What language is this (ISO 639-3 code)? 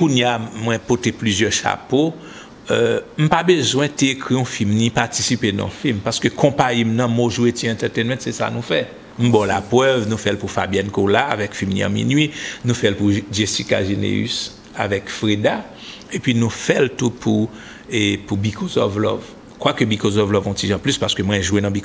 hat